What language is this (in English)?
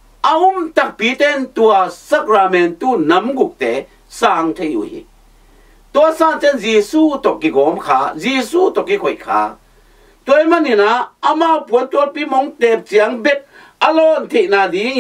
Tedim Chin